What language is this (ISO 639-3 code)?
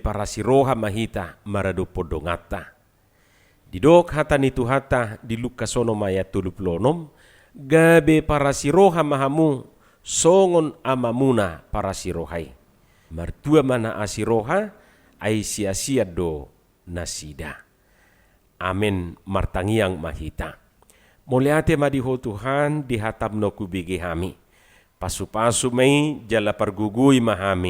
bbc